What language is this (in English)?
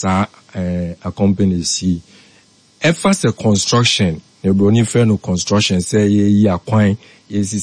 Akan